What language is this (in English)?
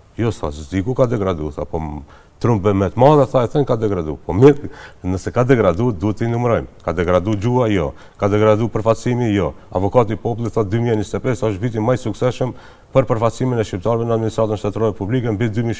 Albanian